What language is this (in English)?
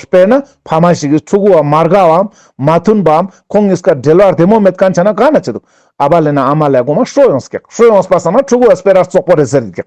Ladakhi